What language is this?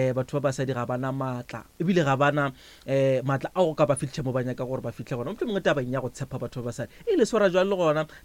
Northern Sotho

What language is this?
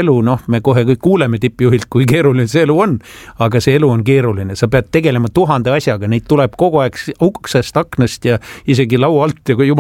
Estonian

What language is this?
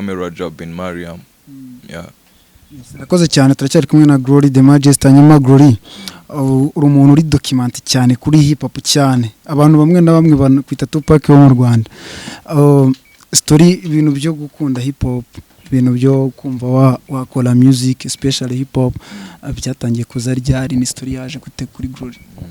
Kinyarwanda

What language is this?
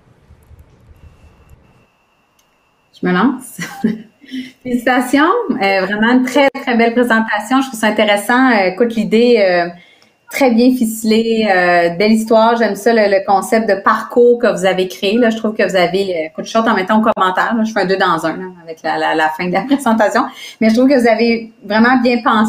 French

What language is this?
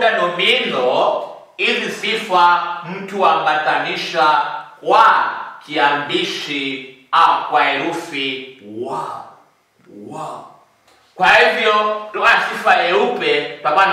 Swahili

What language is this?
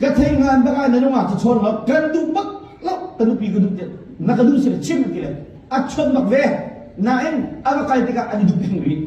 Hakha Chin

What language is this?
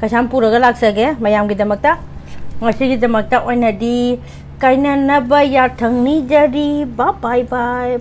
Manipuri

